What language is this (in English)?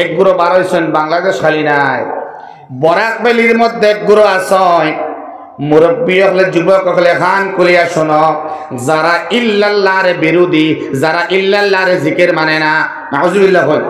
Sylheti